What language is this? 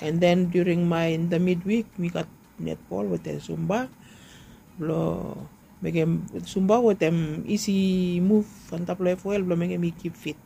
Bislama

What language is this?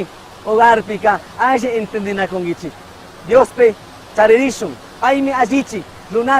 Chimborazo Highland Quichua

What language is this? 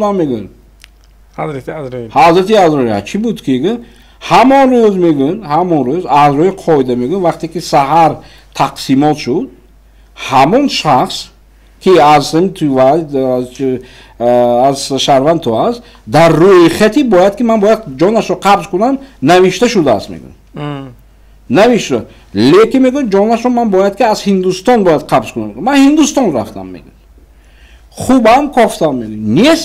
Tajik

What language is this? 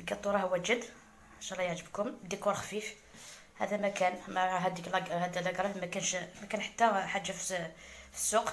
Algerian Arabic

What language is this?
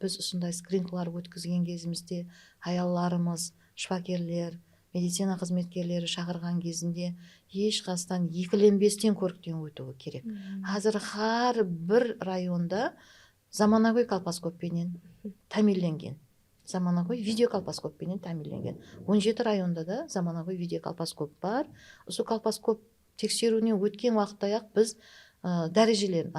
Kara-Kalpak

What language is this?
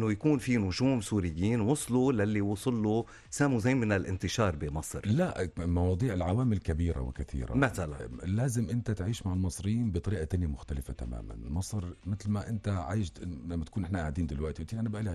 North Levantine Arabic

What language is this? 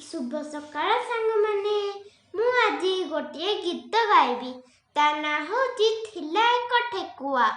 Odia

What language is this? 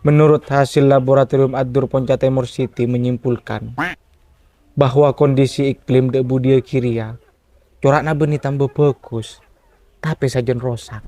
Madurese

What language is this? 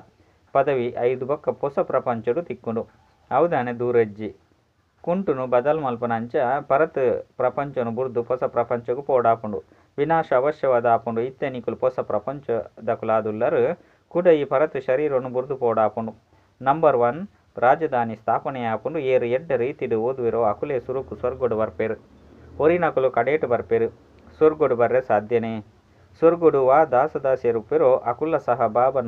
Tulu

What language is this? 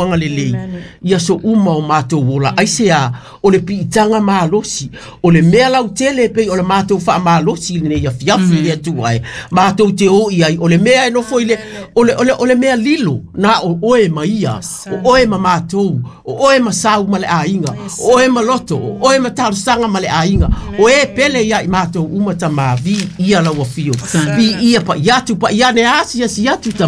Samoan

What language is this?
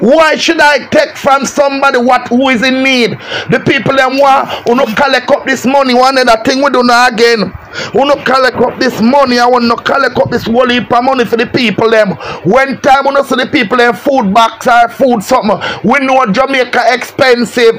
Jamaican Creole English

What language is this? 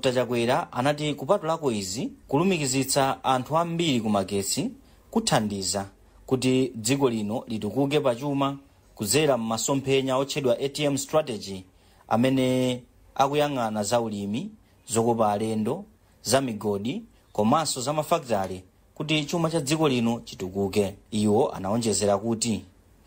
Nyanja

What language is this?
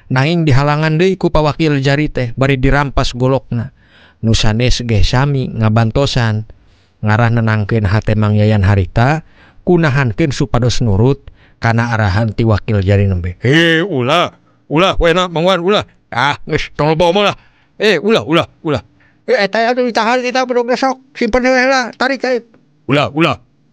Sundanese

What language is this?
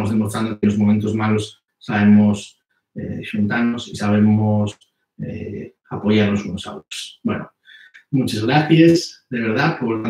Asturian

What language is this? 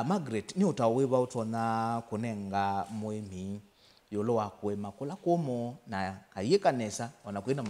Kamba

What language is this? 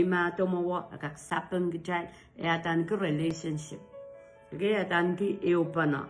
Pohnpeian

